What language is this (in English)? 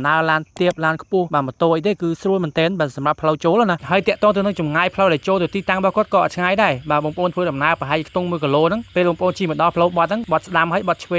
Khmer